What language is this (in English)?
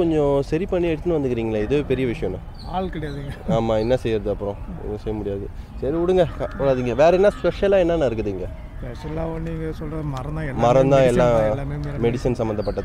Tamil